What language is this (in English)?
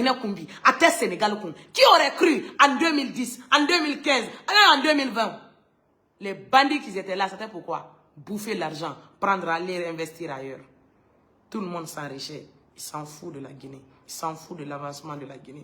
Bambara